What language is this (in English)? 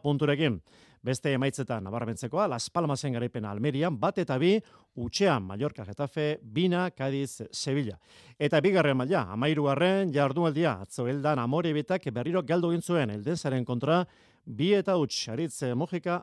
Basque